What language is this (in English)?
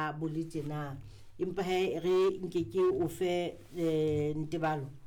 Southern Sotho